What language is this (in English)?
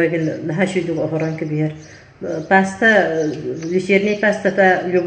Yakut